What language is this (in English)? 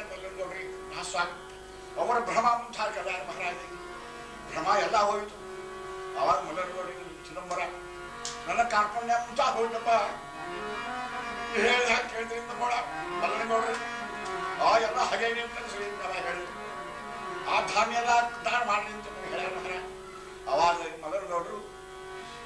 Kannada